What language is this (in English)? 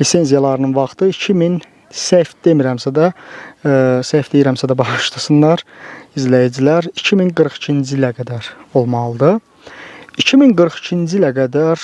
Azerbaijani